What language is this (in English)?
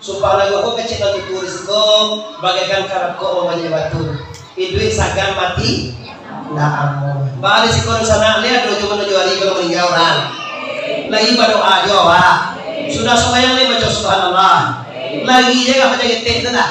Minangkabau